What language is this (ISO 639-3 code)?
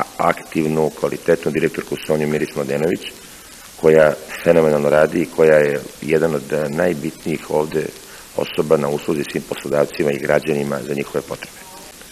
srp